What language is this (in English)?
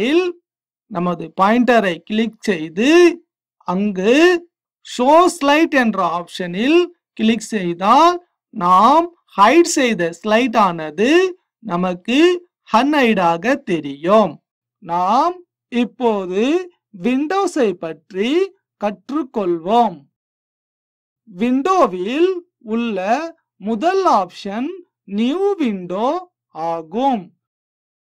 Tamil